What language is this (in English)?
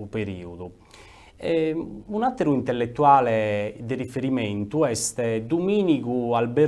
Sardinian